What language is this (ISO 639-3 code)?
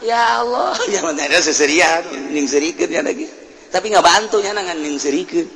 sun